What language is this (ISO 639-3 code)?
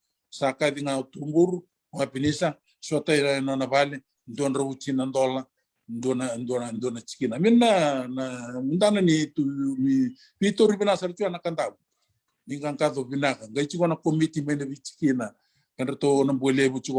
fij